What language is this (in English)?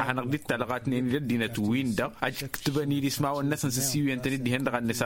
Tamasheq